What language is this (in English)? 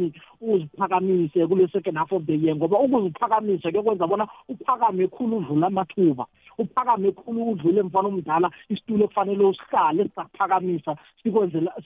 South Ndebele